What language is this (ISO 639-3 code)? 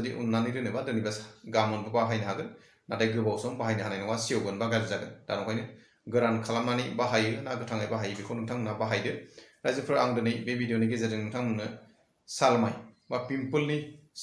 brx